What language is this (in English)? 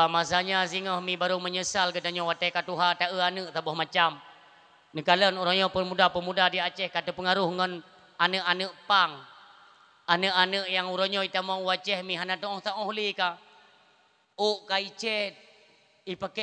Achinese